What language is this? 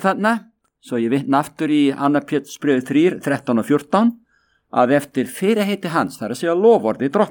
Icelandic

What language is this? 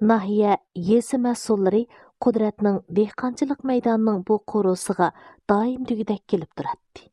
Uyghur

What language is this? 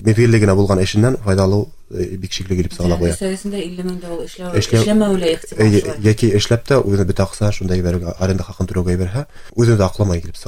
Bashkir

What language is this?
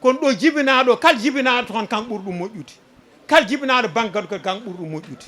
Fula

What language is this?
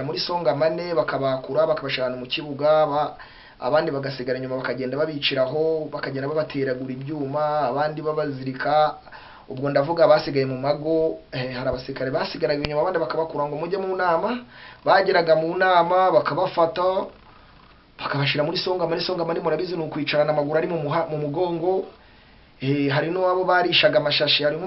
Kinyarwanda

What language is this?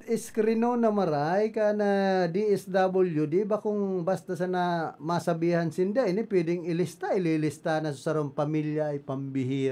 Bikol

